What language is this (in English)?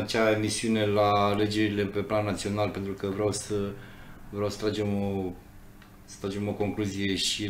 Romanian